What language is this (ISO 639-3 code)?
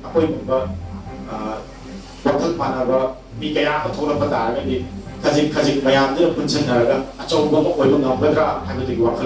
mni